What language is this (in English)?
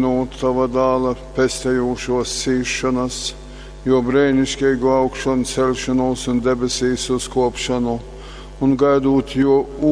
Latgalian